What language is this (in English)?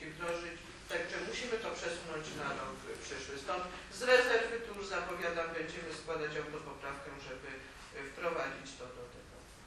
Polish